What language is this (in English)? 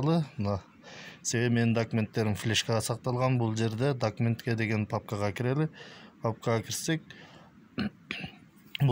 Kyrgyz